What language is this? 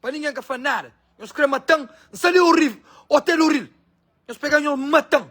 Kabuverdianu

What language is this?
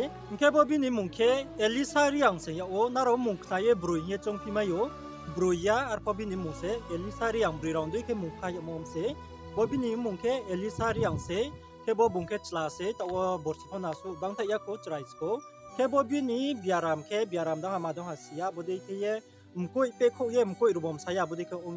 Riang (India)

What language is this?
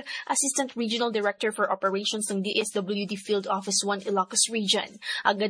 Filipino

